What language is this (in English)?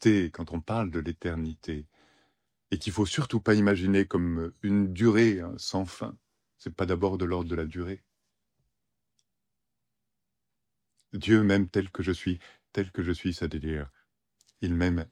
French